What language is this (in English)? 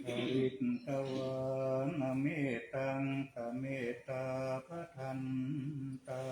Pali